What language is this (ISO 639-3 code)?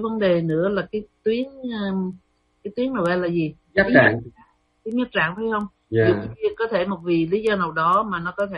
vie